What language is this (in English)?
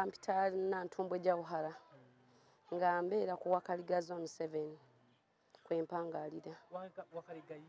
Ganda